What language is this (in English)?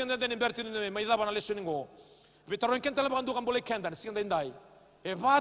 Fijian